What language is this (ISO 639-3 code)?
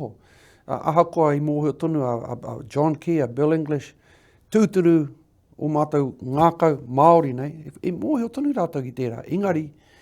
mri